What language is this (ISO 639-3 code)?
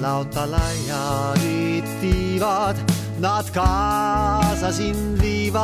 est